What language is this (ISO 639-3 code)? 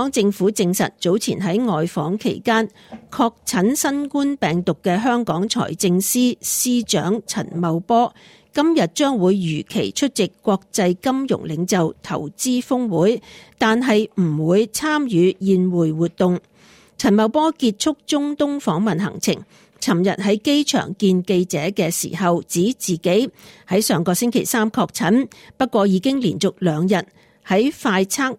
yue